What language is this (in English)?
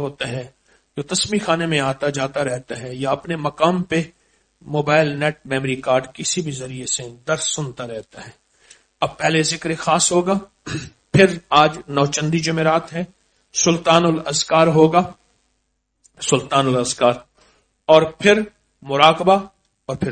Urdu